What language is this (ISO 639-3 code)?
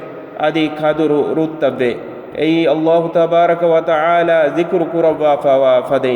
div